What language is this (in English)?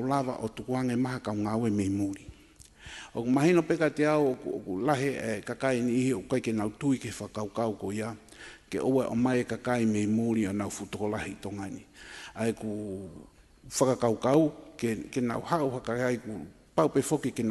Tongan